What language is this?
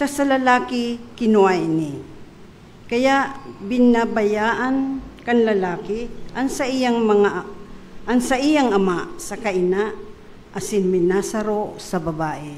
Bikol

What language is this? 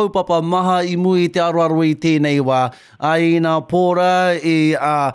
Māori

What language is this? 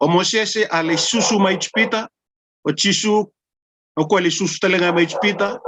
Fijian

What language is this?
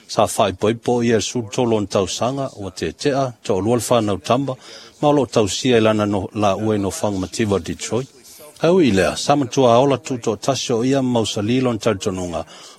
Samoan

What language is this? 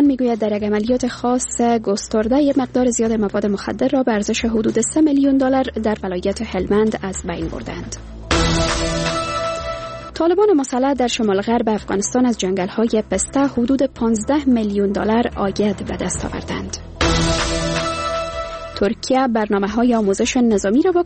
Persian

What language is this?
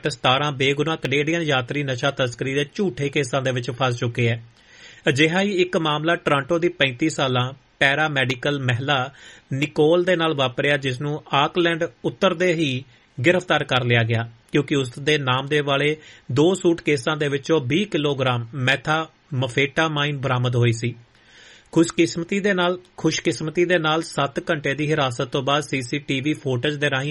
Punjabi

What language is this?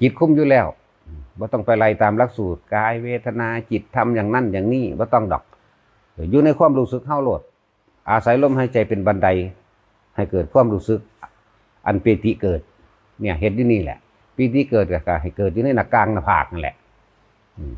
Northeastern Thai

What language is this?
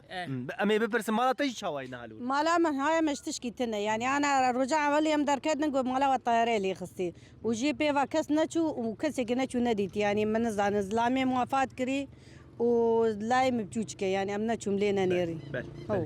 Kurdish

